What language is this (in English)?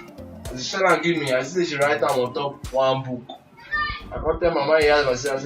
Nigerian Pidgin